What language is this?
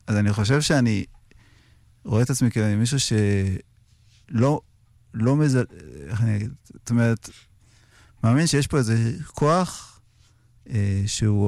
Hebrew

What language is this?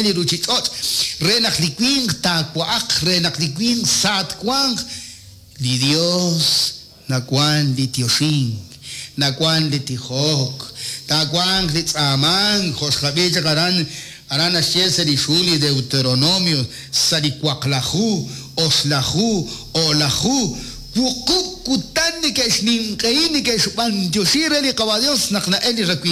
Kekchí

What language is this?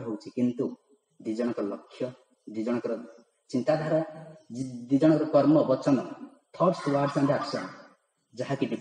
Odia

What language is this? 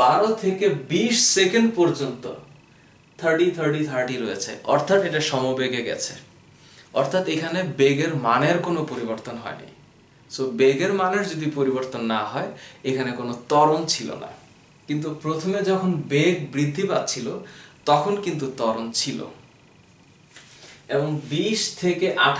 Bangla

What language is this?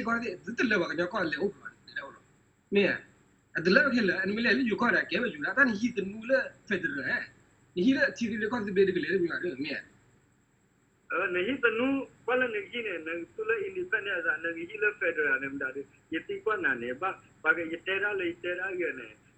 S'gaw Karen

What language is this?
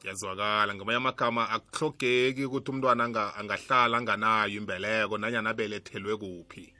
South Ndebele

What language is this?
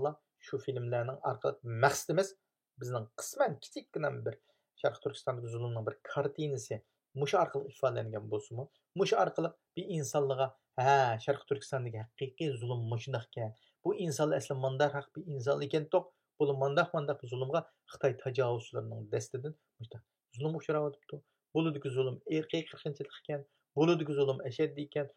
Uyghur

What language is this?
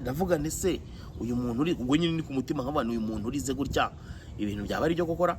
Kinyarwanda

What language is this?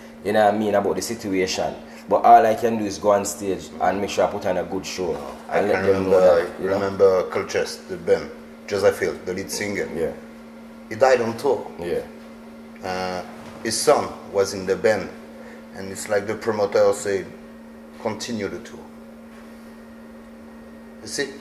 English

